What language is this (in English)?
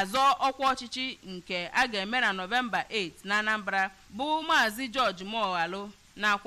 Igbo